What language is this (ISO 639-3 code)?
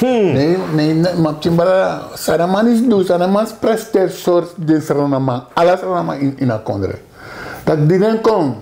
srn